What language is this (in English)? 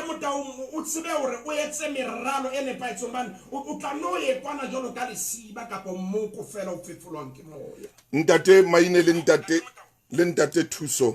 Southern Sotho